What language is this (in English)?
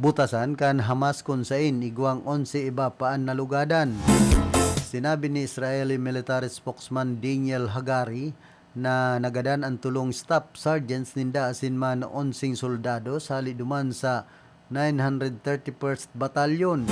Bikol